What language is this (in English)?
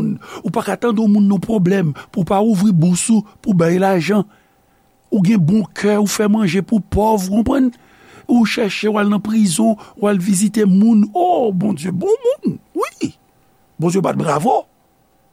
Haitian Creole